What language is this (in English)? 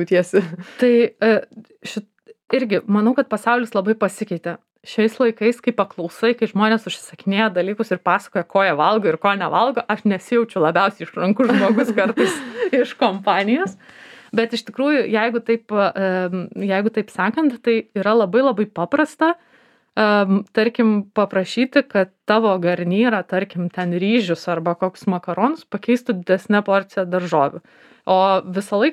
Lithuanian